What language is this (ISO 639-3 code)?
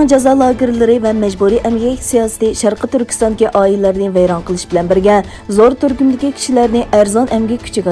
uig